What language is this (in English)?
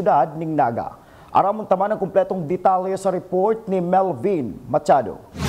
Bikol